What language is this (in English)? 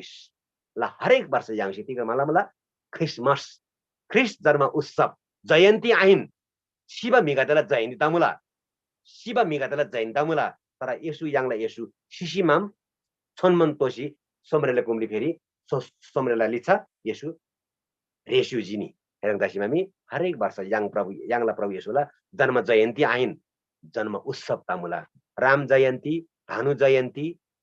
Eastern Tamang